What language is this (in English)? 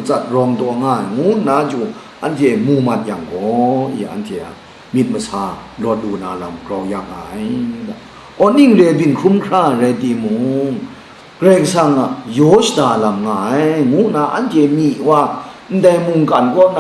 Kachin